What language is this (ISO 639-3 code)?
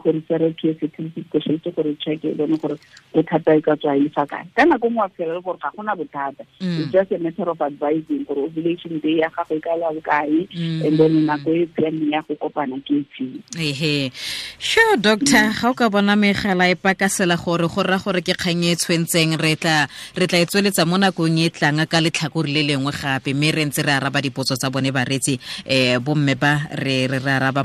tsn